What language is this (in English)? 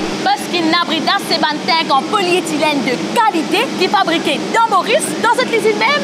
Morisyen